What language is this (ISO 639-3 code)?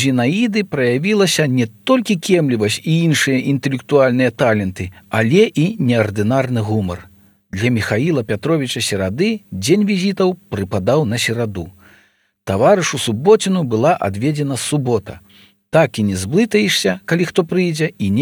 bel